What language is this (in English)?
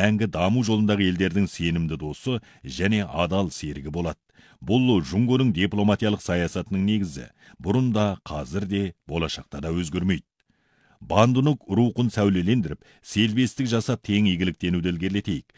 Kazakh